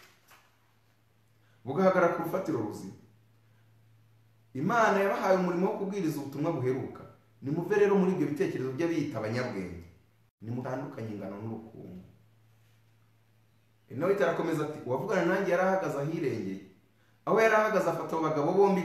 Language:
Kinyarwanda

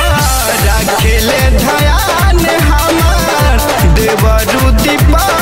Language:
Bhojpuri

